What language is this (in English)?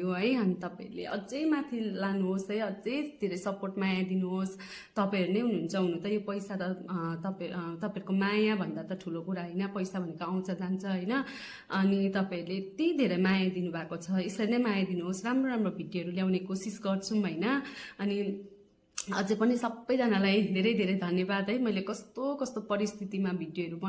Nepali